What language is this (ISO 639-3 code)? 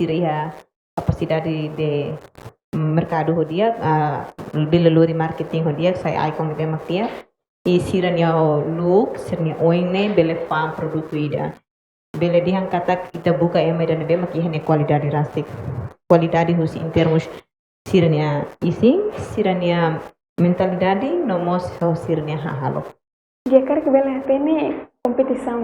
tet